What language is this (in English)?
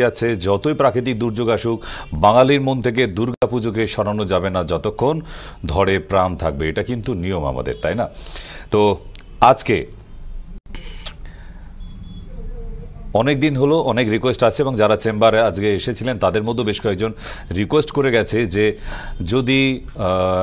Bangla